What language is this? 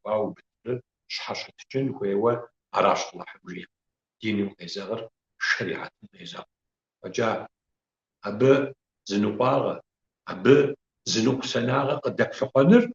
Kabardian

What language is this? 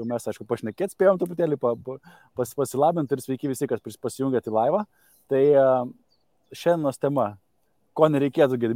Lithuanian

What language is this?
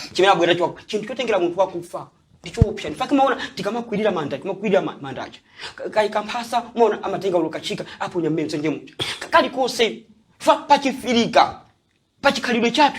Nyanja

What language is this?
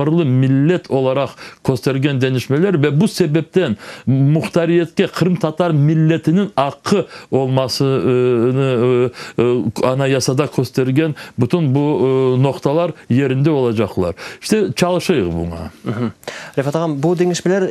Crimean Tatar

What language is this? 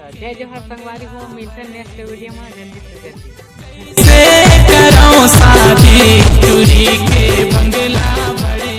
Chhattisgarhi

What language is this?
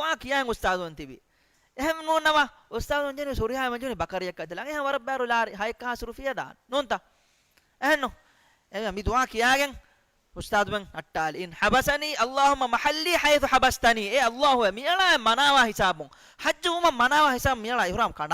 Divehi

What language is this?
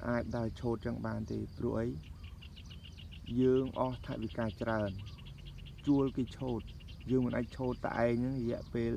Khmer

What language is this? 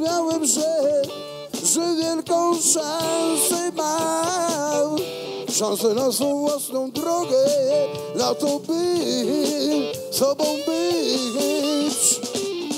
Polish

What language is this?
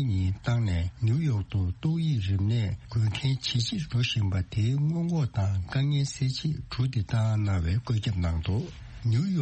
Tibetan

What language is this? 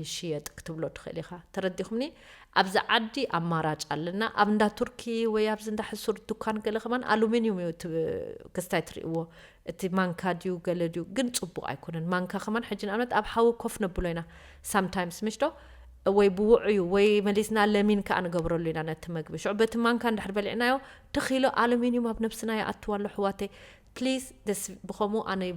Tigrinya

